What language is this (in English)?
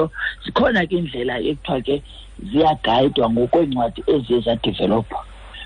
Xhosa